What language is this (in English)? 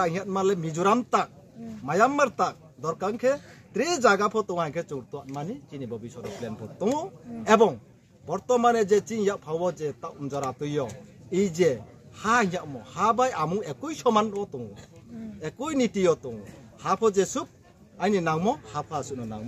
Riang (India)